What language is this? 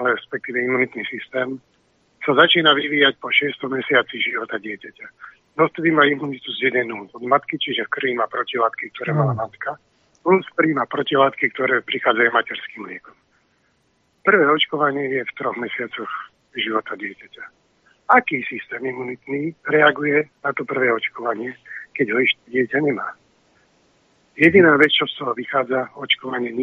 Slovak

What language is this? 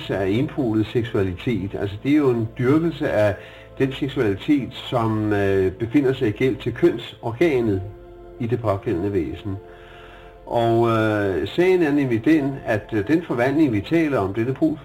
Danish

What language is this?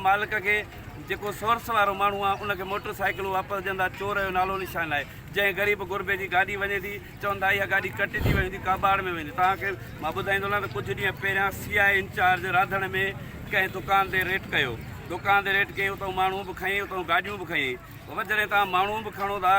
Sindhi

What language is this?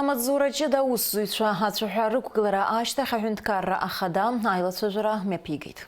Abkhazian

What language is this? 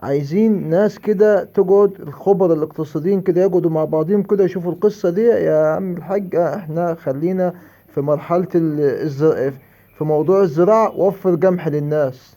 Egyptian Arabic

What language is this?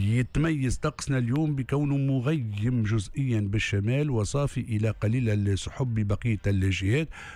Tunisian Arabic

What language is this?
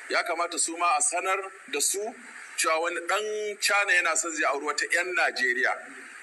Hausa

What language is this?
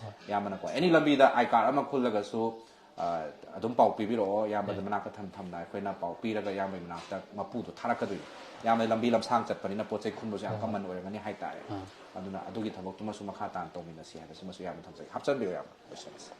Manipuri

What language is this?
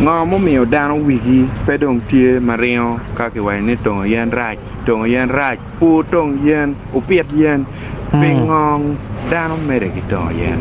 Acoli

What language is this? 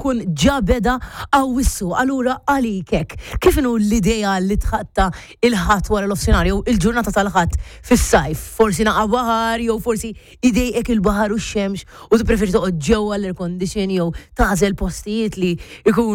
Maltese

